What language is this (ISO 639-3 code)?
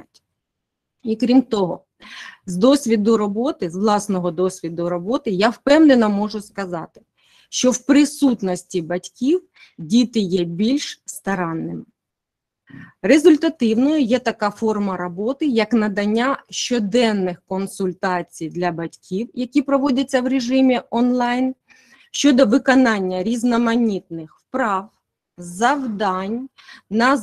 ukr